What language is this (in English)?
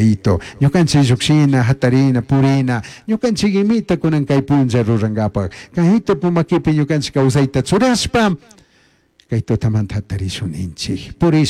Chimborazo Highland Quichua